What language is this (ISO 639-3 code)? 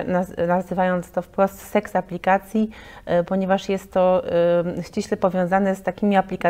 pol